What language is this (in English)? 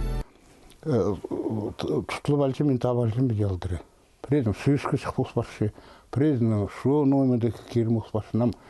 Khakas